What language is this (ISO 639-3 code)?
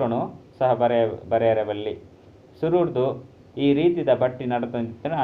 tcy